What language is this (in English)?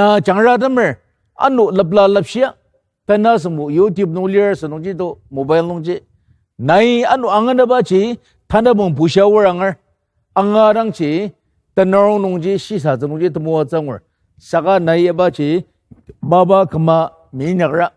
Ao Naga